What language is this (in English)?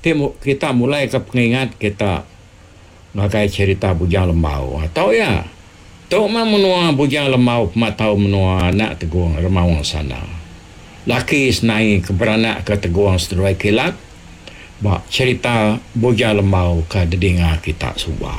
Iban